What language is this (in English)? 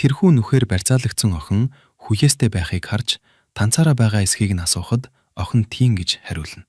Mongolian